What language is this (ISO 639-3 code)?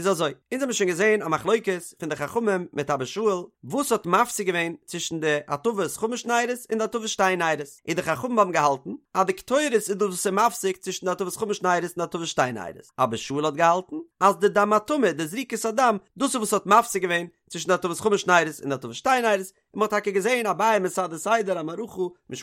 yid